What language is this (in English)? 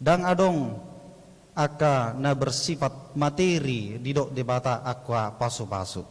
Batak Toba